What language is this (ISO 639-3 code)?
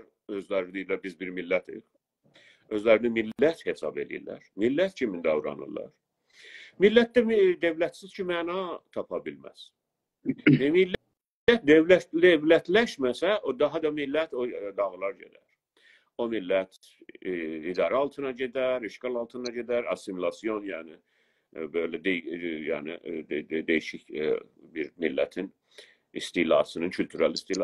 azb